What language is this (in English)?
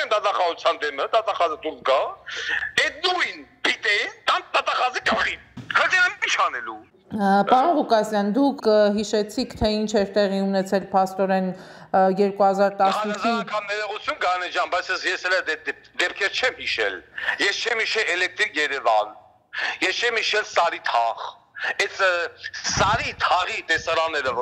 Armenian